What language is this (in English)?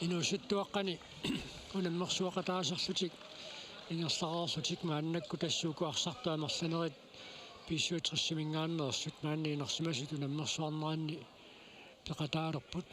Kalaallisut